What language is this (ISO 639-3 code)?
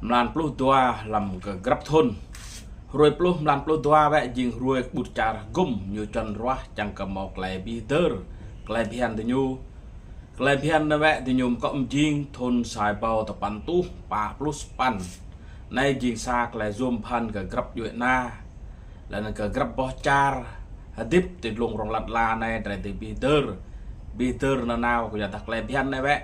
rad